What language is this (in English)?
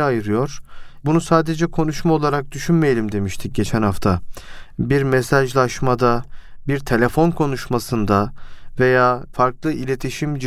Turkish